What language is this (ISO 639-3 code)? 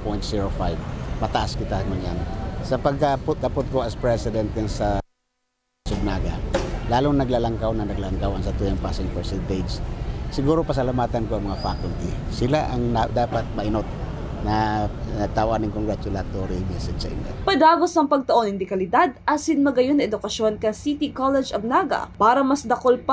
bik